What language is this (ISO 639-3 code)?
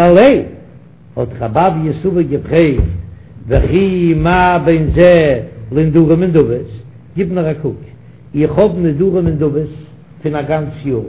yid